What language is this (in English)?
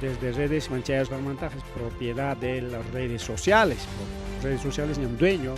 Ayacucho Quechua